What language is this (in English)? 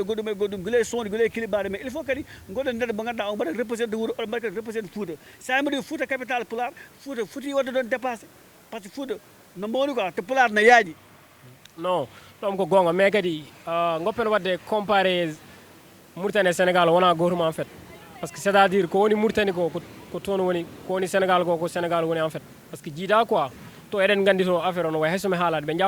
Fula